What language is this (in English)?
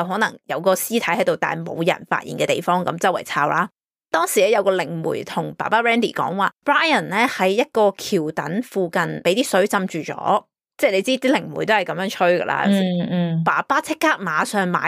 Cantonese